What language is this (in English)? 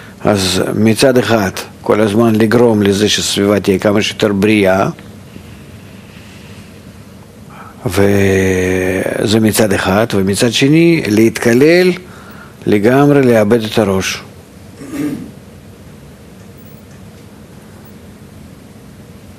Hebrew